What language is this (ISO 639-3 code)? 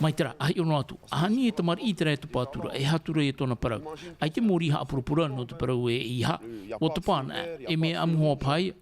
tah